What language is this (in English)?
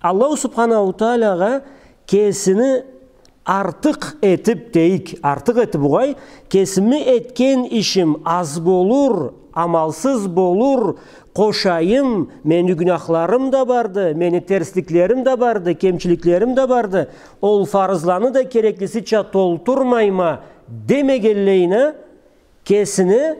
Karachay-Balkar